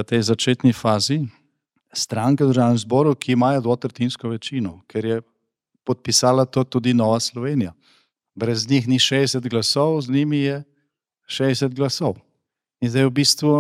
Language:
Slovenian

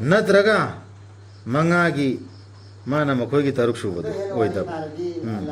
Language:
Manipuri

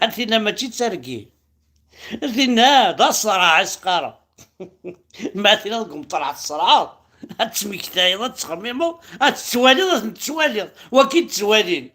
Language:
Kabyle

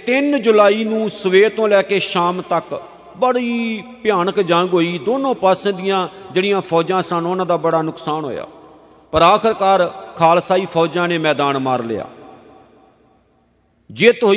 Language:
Punjabi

